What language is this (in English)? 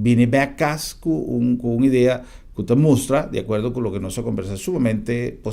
Papiamento